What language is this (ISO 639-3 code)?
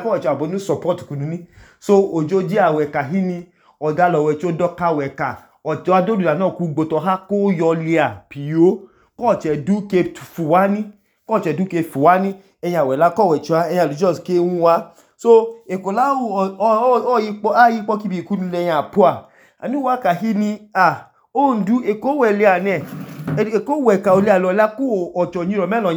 idu